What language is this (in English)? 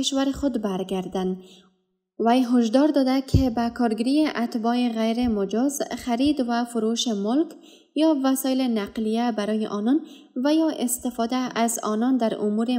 Persian